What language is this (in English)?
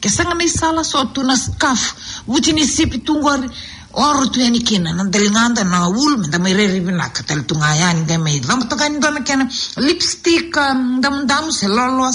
Fijian